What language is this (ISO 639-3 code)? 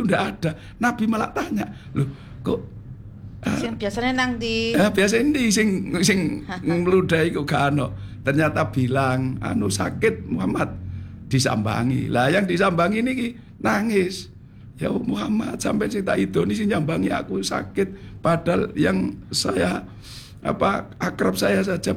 jav